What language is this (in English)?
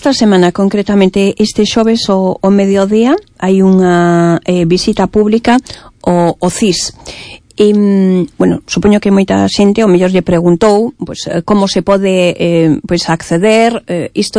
Galician